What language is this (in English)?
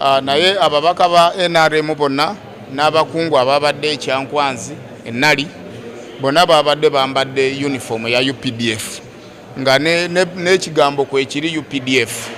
Ganda